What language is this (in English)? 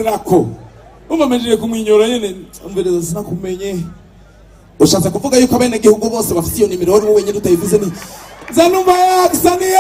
Rundi